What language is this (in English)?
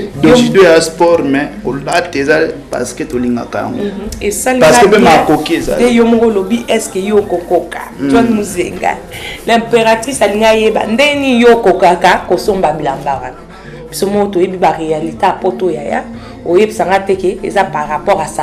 Lingala